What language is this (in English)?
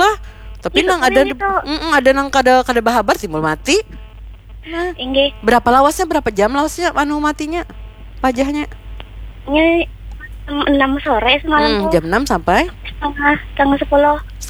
Banjar